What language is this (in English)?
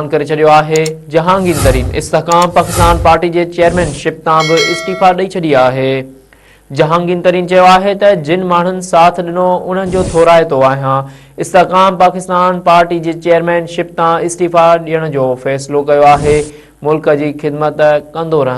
Sindhi